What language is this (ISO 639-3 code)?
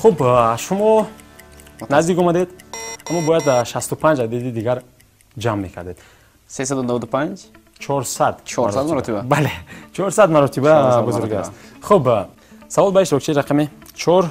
tgk